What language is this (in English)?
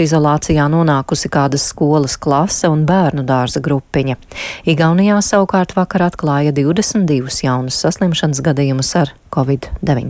Latvian